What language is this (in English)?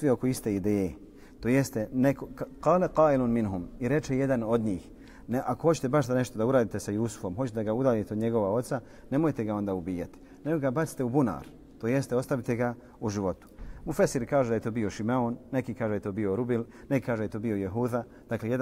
Bosnian